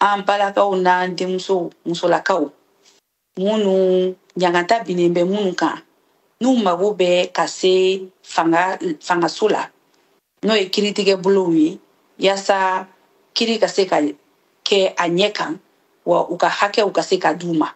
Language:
Bambara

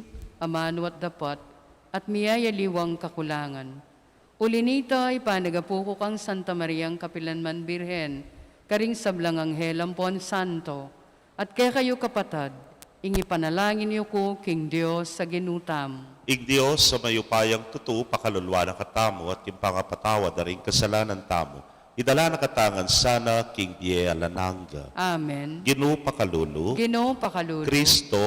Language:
Pampanga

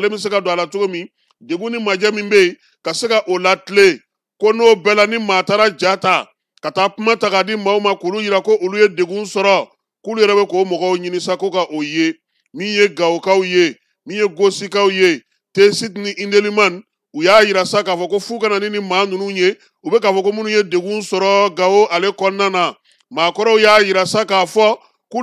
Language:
Bambara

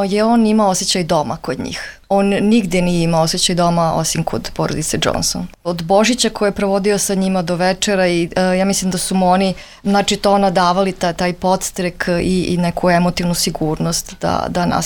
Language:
Serbian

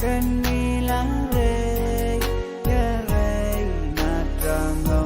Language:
Pohnpeian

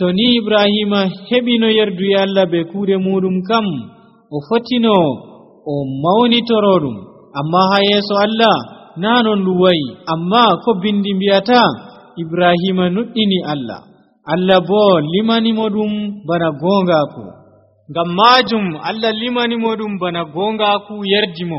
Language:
Nigerian Fulfulde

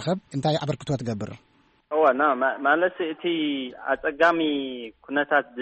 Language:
Tigrinya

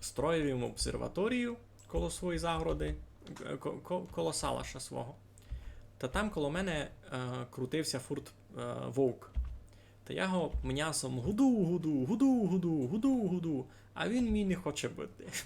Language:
Rusyn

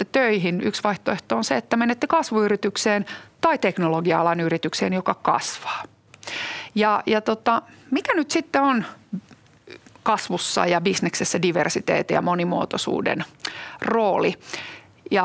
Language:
Finnish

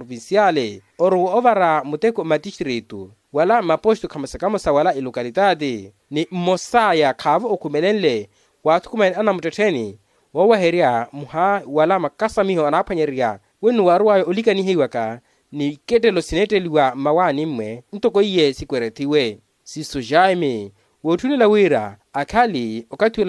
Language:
Makhuwa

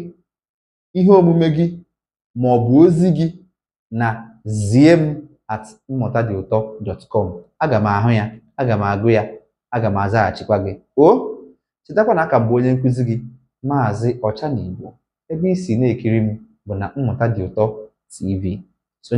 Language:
Igbo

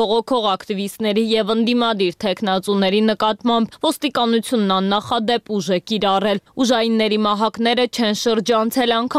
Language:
Armenian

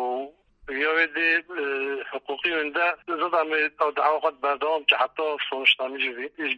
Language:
Kurdish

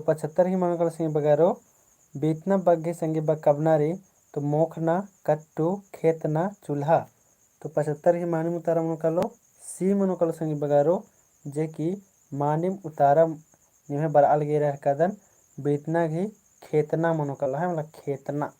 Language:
Kurukh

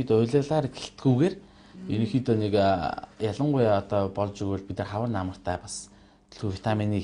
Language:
Mongolian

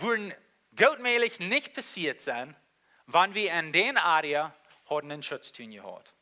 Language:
Plautdietsch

